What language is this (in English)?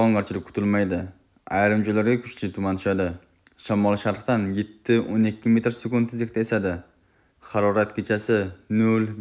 Uzbek